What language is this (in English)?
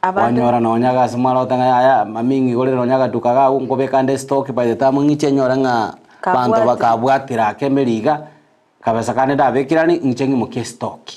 Gusii